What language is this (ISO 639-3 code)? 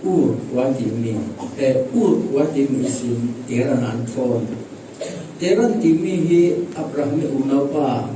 cfm